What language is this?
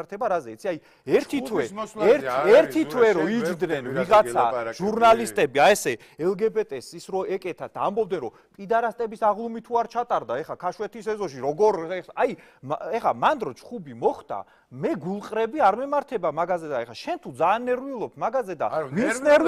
Georgian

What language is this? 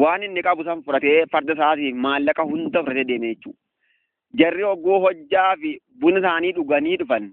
Oromo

